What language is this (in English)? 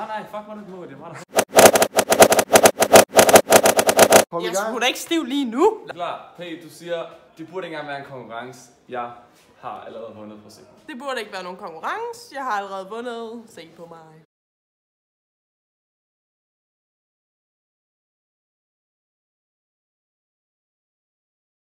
Danish